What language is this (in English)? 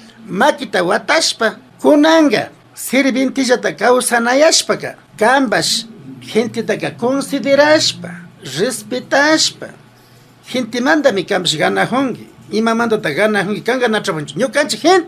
Imbabura Highland Quichua